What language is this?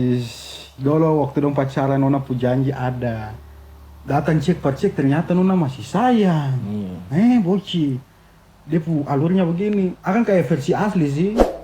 Ambonese Malay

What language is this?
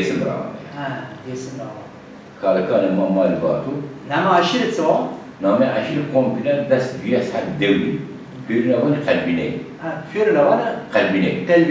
Zaza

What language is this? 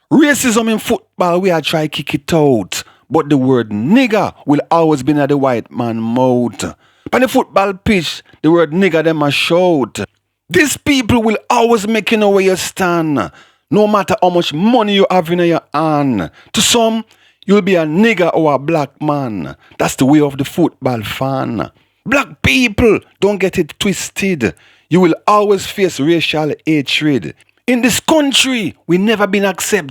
Jamaican Creole English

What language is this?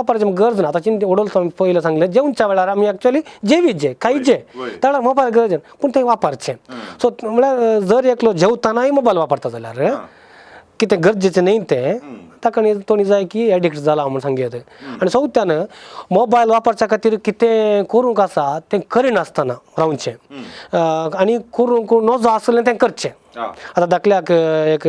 Konkani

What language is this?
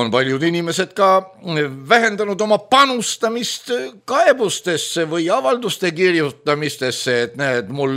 Estonian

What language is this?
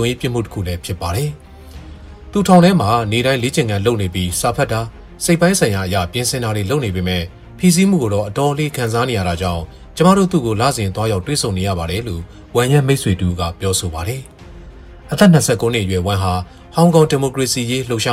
Burmese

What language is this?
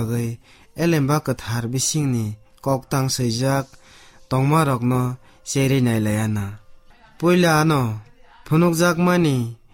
Kok Borok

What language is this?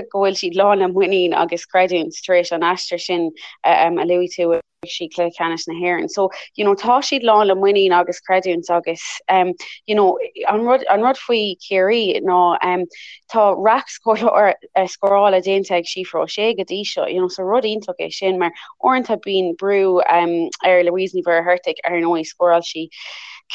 Irish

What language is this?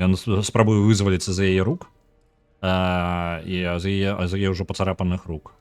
Belarusian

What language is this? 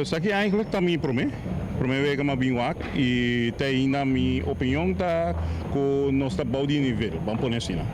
Papiamento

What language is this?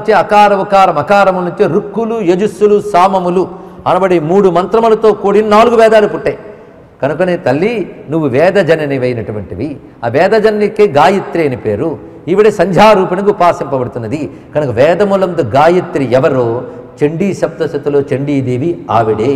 Telugu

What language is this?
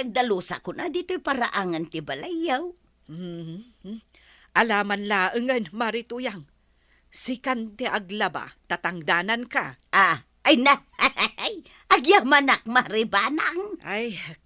Iloko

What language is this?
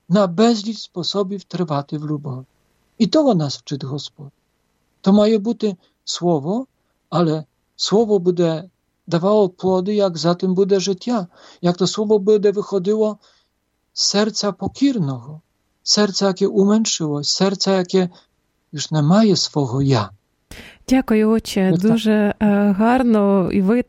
Polish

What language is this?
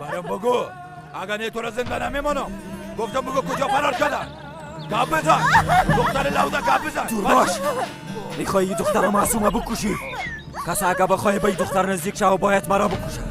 Persian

